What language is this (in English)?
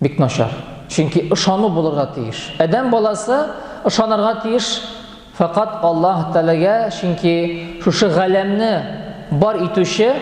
Tatar